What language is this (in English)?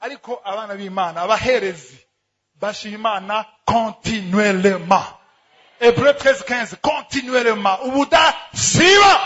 Rundi